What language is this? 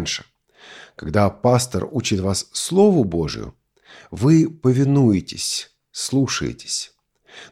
Russian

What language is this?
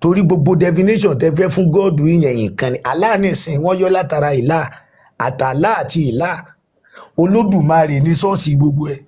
Yoruba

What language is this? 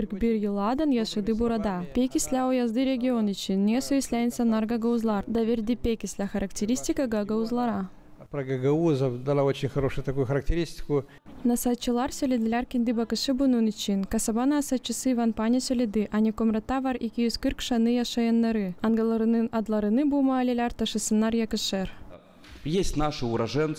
Gagauz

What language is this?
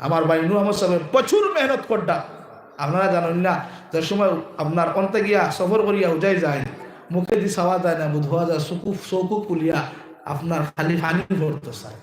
Sylheti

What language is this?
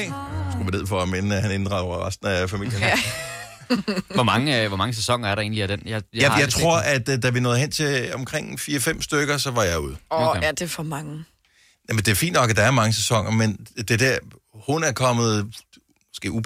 Danish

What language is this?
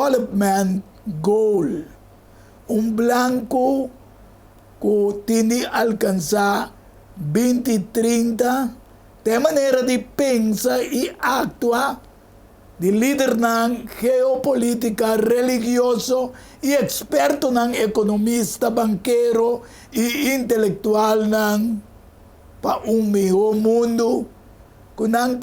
Papiamento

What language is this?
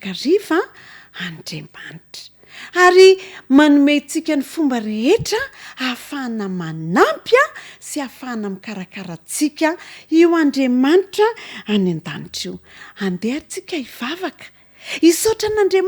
Malagasy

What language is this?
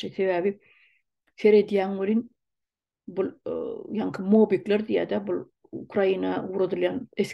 Turkmen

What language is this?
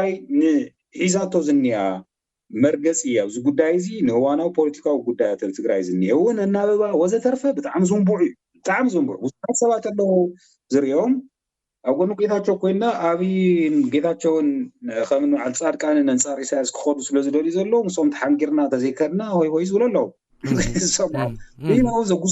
Tigrinya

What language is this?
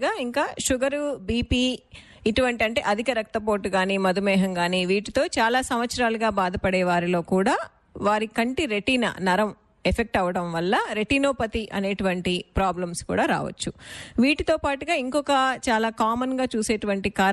Telugu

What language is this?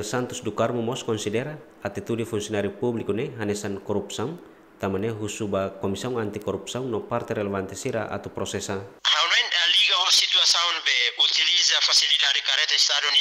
Tetum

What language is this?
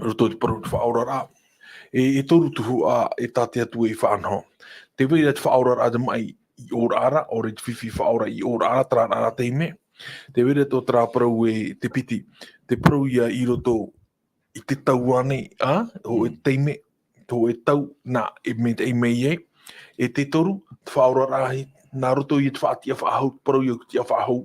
Tahitian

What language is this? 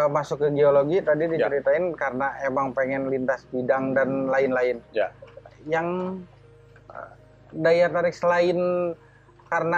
Indonesian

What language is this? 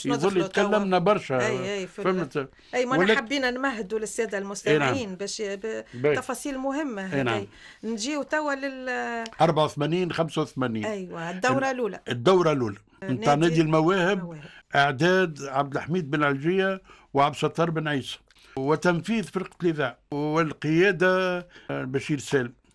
Tunisian Arabic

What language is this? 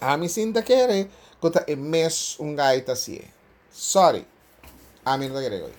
Papiamento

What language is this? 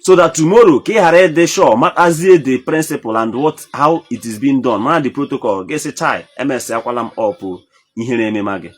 Igbo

